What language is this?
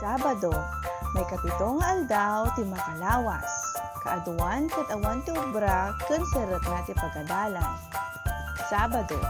Iloko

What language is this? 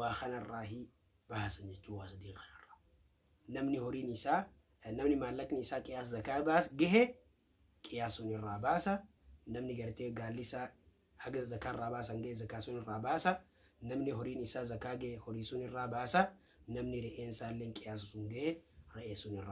Oromo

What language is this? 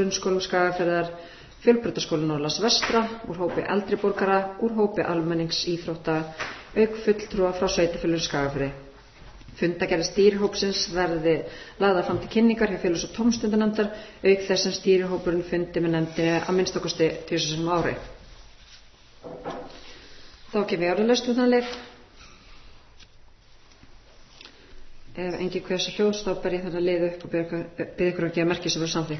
Icelandic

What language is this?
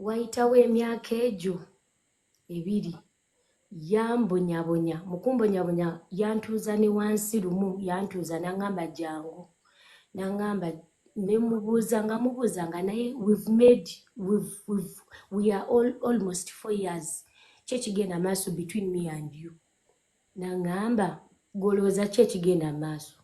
Ganda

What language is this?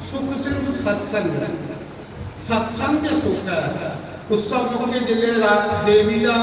Dogri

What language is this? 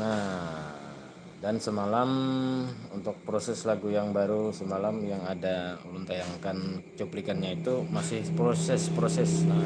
Banjar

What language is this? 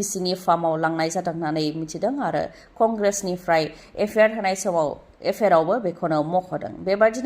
Bodo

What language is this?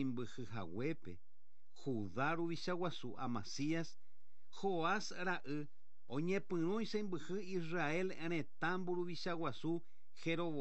Guarani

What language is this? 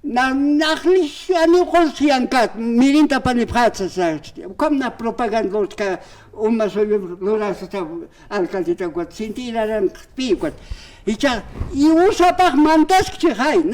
Aymara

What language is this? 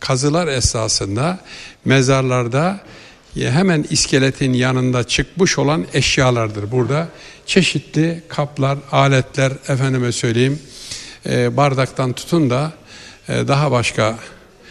Turkish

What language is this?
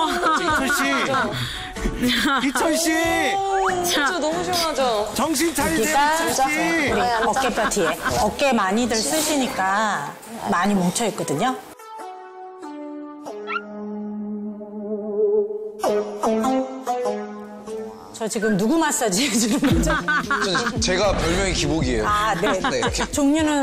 Korean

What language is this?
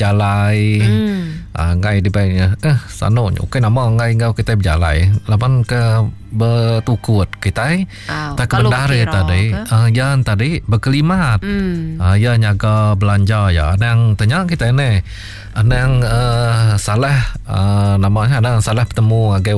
Iban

